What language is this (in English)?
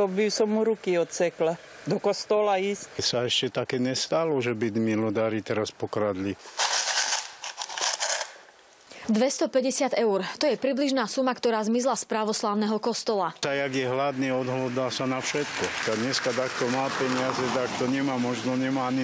Slovak